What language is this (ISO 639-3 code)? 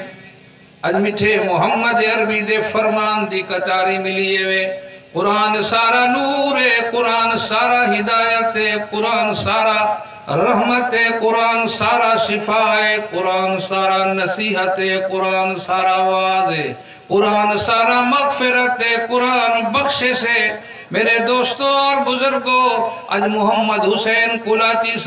skr